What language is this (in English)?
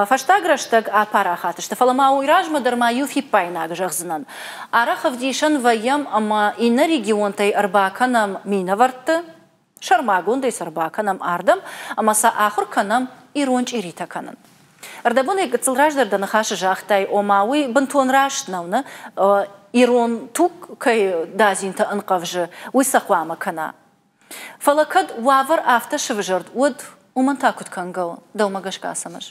Ossetic